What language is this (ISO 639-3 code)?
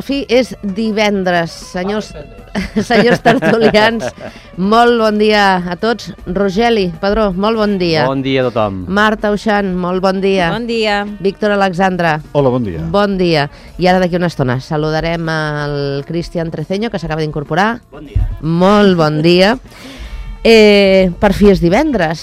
cat